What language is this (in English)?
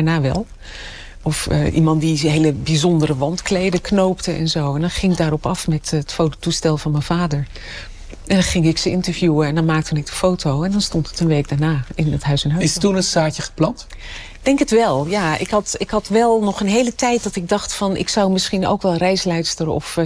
Dutch